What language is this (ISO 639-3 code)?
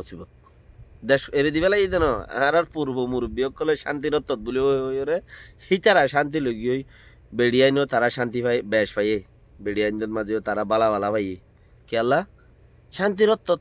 rhg